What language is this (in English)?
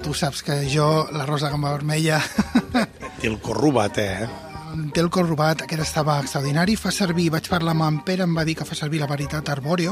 Catalan